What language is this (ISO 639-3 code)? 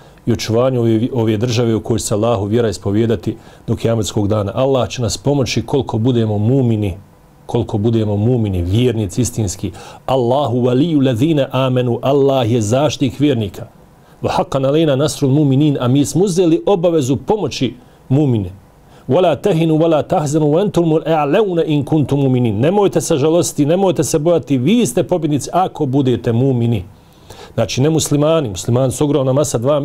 bos